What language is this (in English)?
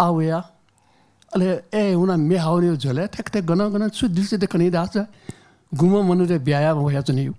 Newari